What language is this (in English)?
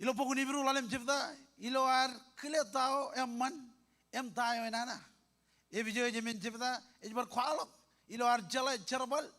Marshallese